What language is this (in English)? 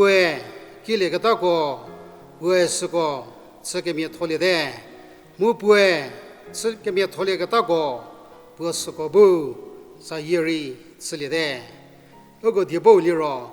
Angami Naga